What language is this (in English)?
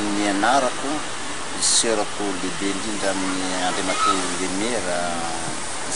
Malagasy